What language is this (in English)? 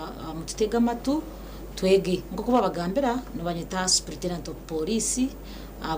Nyankole